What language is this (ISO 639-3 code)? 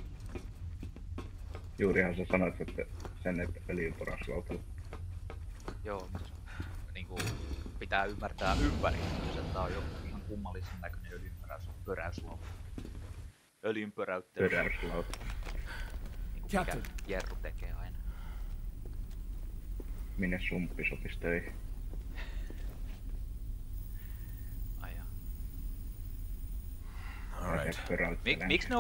fin